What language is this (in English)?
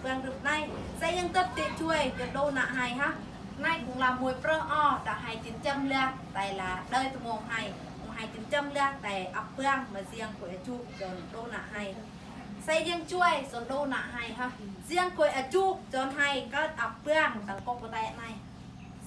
Eastern Bru